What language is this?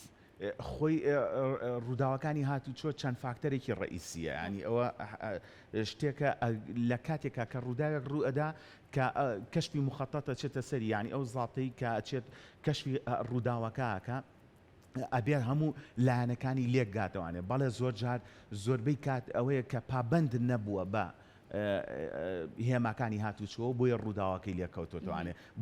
Central Kurdish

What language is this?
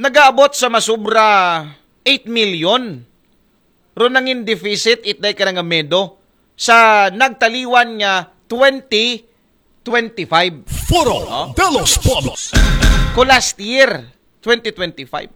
Aklanon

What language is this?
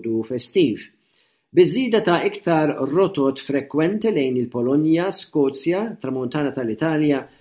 Maltese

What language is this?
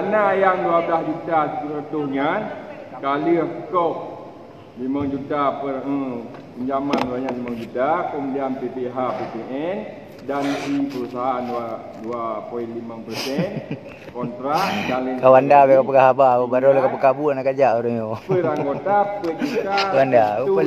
Achinese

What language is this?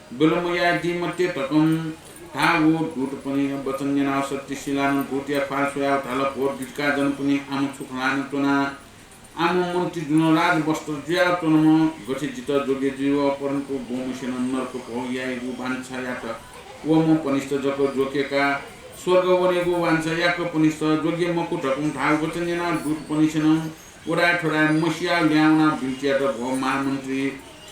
Newari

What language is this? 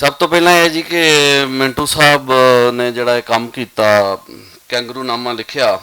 Western Panjabi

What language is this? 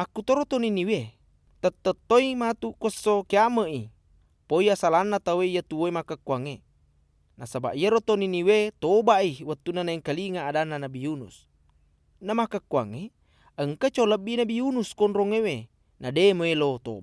Buginese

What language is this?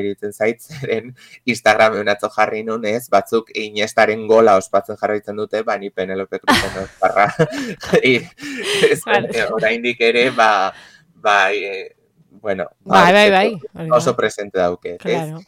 Basque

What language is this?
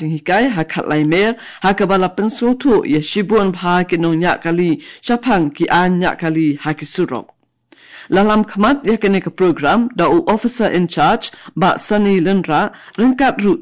Khasi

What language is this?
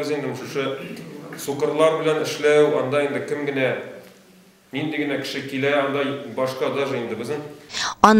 Tatar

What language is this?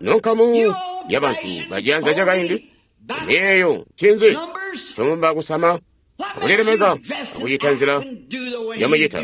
Tonga (Zambia)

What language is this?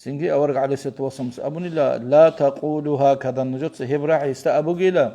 Avaric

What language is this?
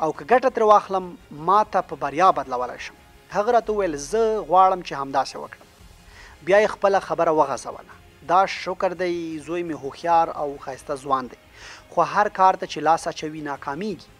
Pashto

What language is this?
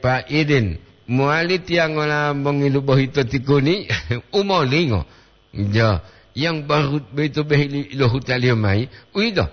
Gorontalo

